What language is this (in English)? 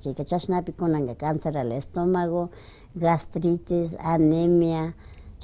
Imbabura Highland Quichua